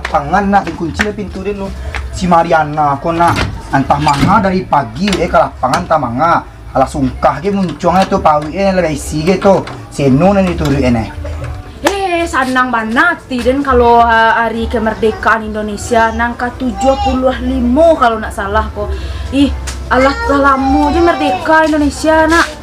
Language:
Minangkabau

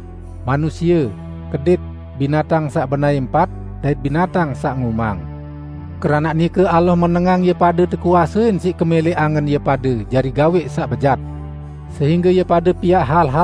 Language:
Sasak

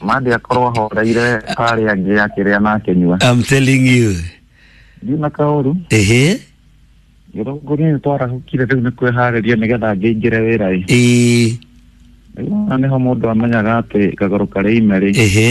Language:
Kikuyu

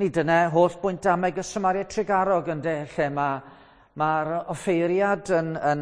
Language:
Welsh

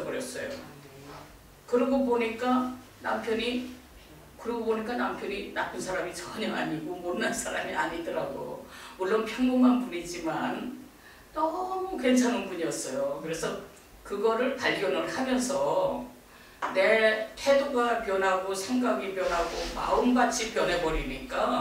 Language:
Korean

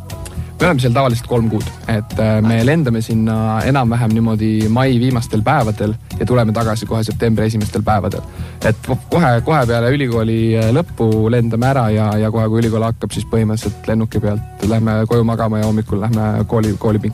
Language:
Estonian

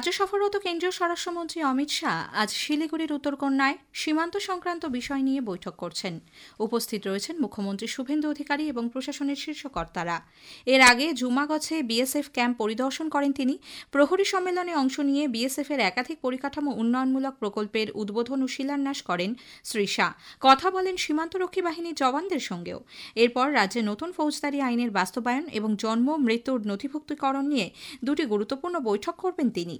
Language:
Bangla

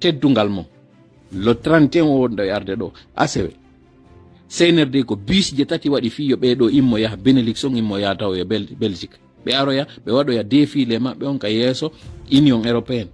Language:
Fula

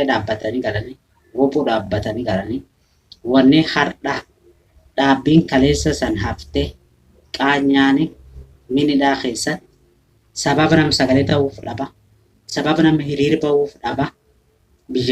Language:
Oromo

